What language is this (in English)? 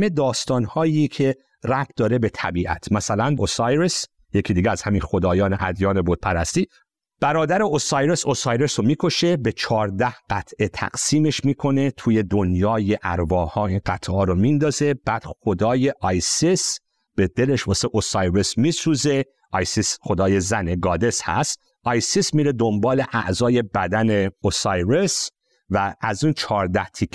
Persian